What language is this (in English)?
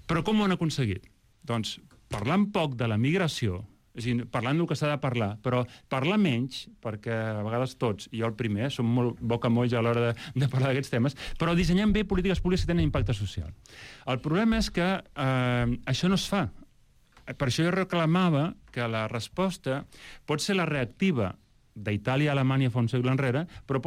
Catalan